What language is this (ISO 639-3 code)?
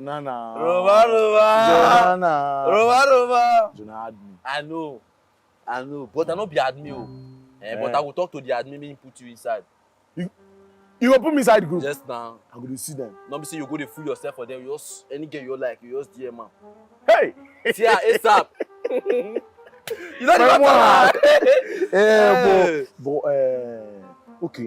pcm